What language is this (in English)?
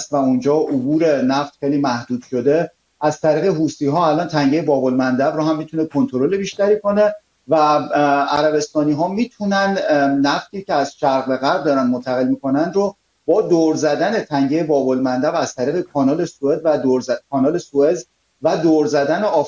Persian